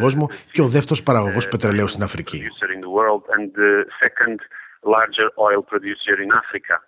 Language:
Greek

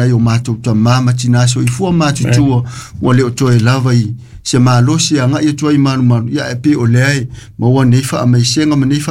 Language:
Samoan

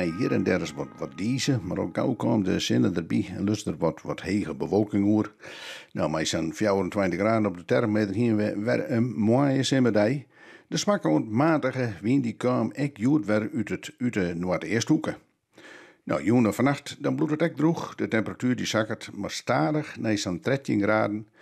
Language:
Western Frisian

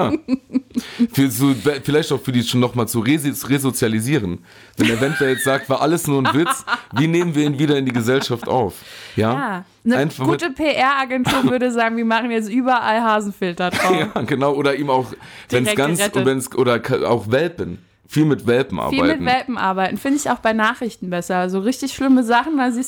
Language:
German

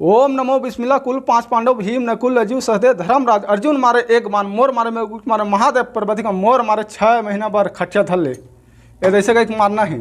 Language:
Chhattisgarhi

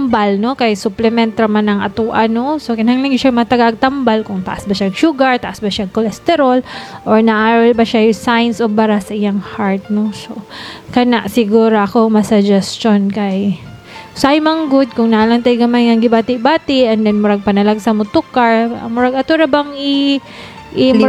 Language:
Cebuano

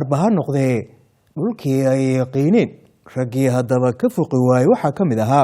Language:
Somali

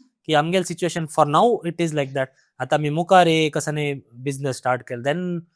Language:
Konkani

